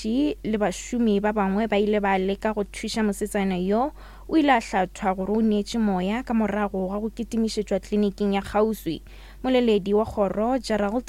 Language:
Northern Sotho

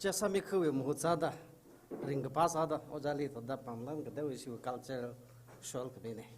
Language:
Tangkhul Naga (India)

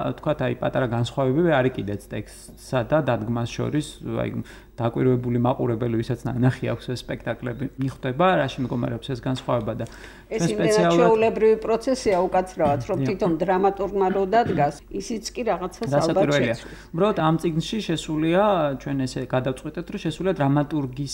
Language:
Georgian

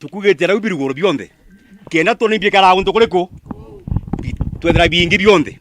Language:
Meru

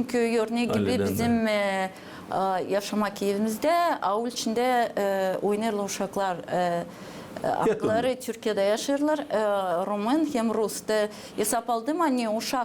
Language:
Gagauz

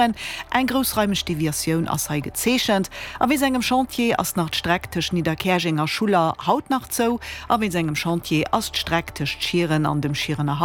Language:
Luxembourgish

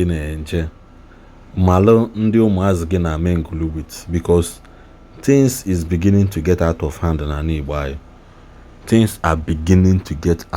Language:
Igbo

